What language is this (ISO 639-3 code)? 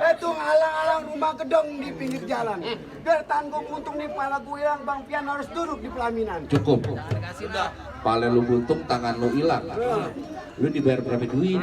bew